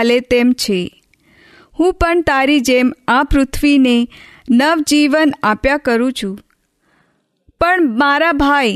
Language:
Gujarati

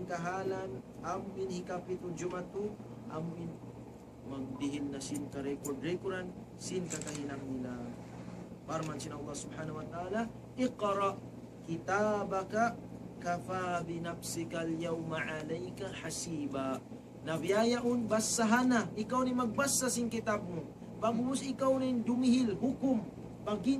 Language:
Tausug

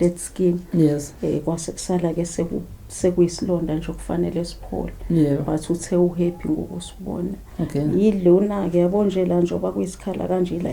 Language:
Zulu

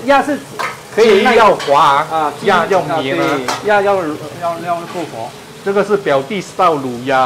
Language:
Chinese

